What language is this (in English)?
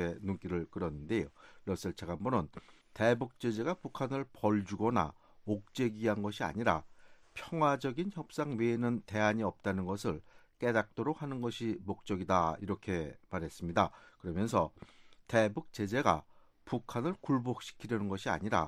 Korean